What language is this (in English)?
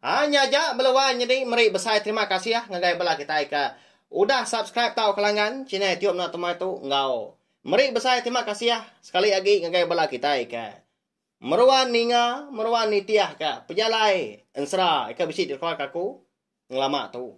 Iban